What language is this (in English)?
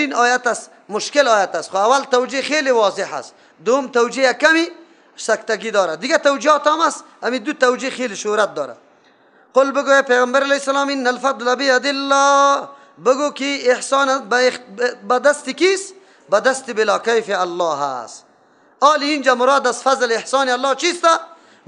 Persian